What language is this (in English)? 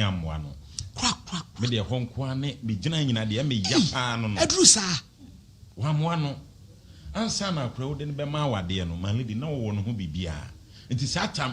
Akan